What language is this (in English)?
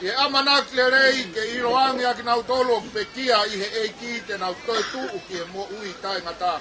Tongan